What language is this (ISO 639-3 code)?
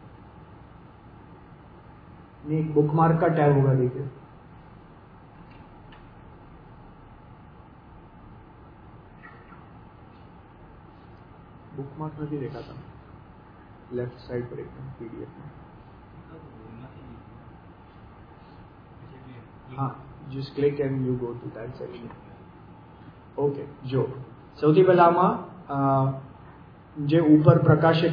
guj